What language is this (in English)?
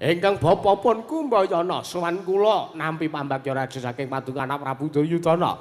Javanese